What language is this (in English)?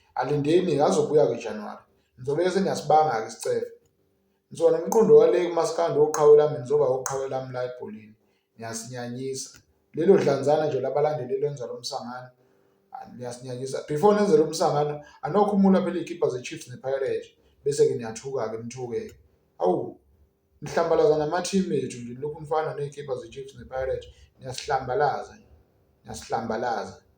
Zulu